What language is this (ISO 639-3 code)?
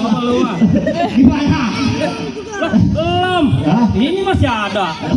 bew